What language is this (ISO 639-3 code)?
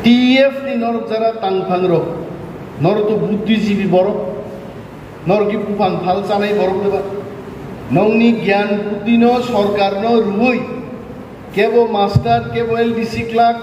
trp